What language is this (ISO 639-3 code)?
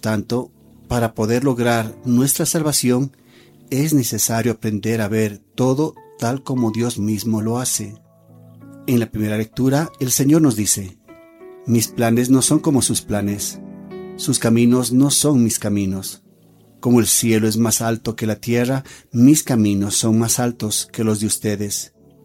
spa